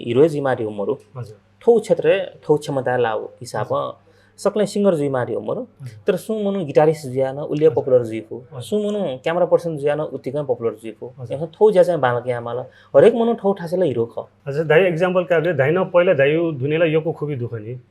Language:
Newari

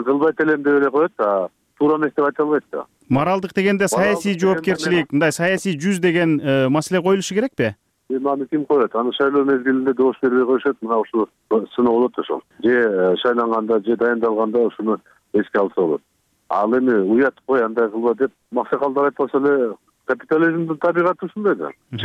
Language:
Kyrgyz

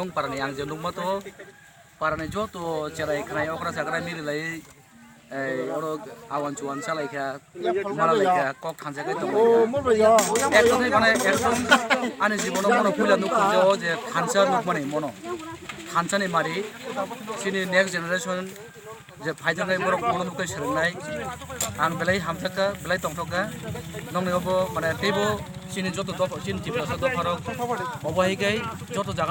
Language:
Kok Borok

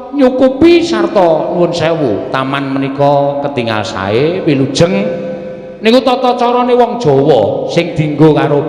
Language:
Javanese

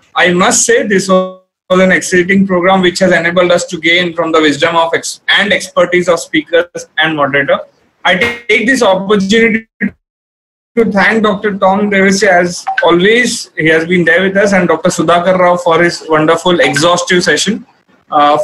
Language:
English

